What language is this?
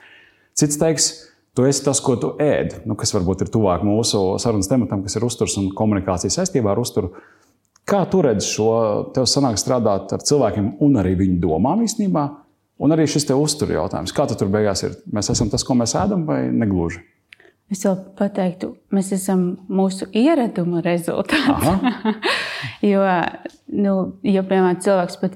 Latvian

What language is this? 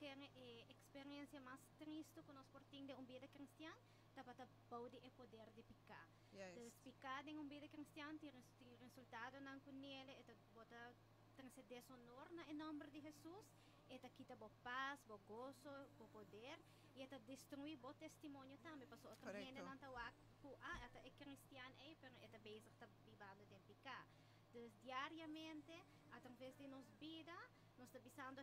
Papiamento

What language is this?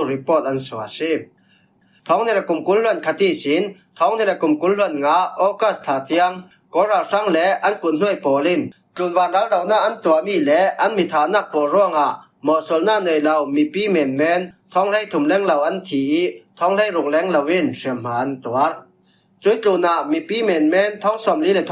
Falam Chin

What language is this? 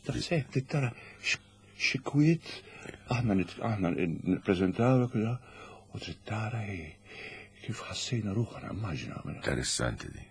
Maltese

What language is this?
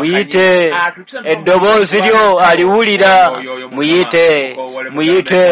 Ganda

